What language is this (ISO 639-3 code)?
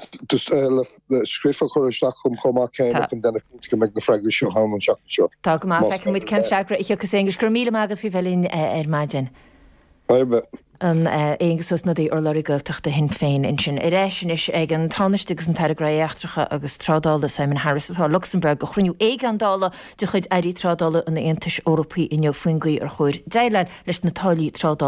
gle